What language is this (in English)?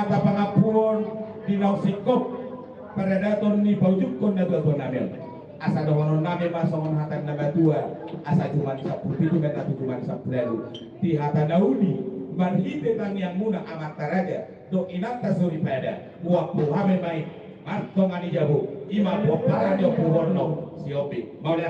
Batak Toba